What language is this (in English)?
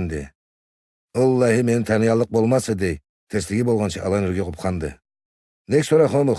Karachay-Balkar